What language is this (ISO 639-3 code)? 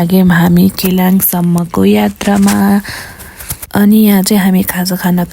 nep